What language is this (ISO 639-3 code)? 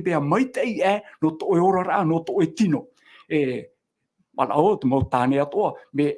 tah